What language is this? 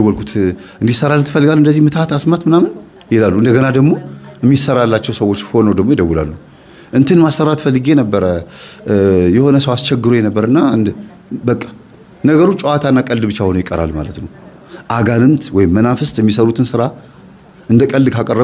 Amharic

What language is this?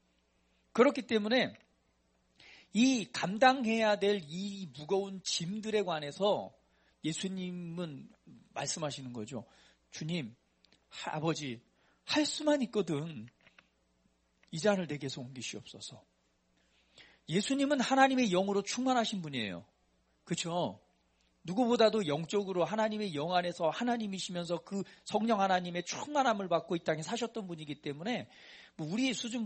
Korean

